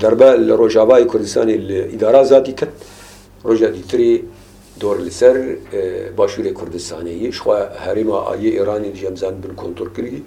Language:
Kurdish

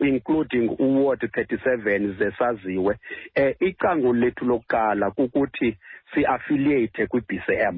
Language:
Xhosa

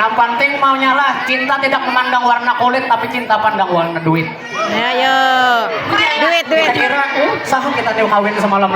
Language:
Banjar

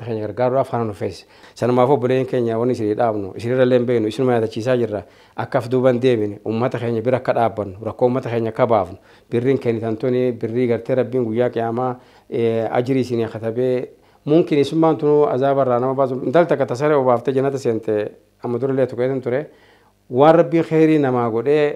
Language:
Oromo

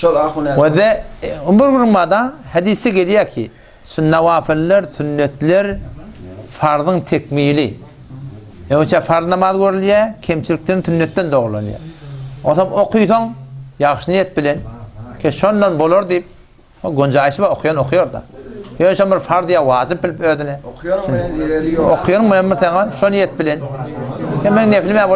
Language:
Turkmen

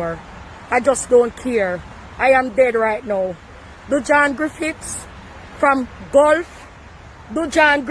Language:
Jamaican Creole English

